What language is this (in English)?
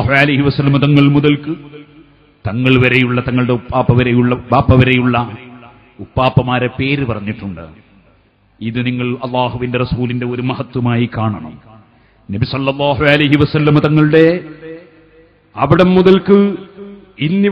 Malayalam